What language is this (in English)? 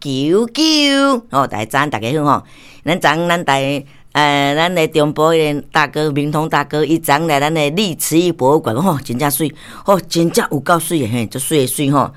Min Nan Chinese